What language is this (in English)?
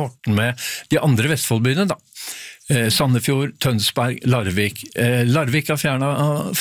Norwegian